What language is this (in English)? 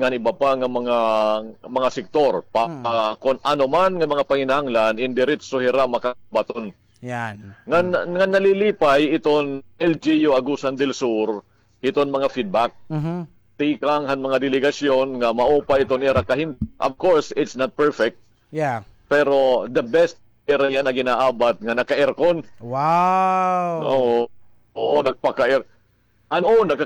Waray